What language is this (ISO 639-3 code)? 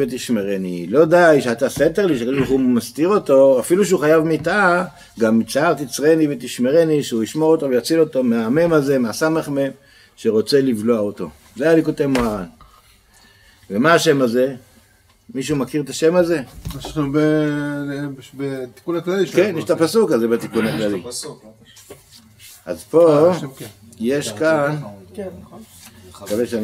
heb